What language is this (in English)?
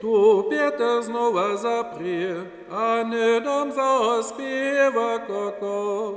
Upper Sorbian